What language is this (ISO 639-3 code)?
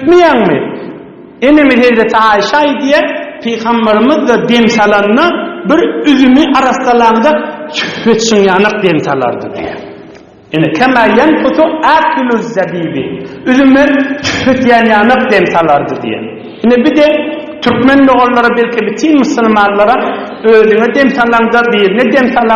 tuk